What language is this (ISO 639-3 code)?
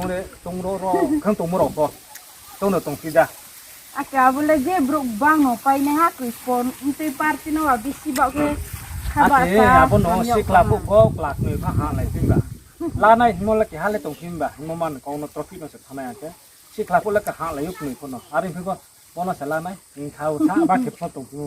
ria